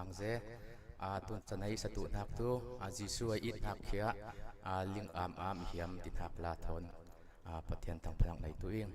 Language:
Falam Chin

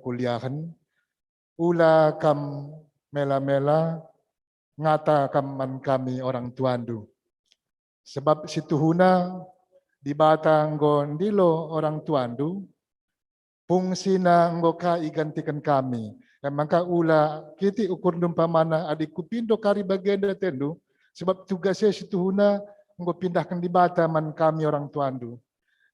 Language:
Batak Karo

